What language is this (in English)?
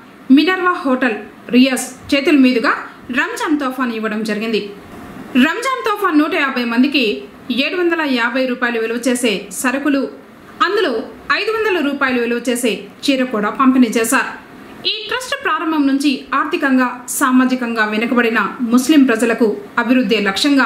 Telugu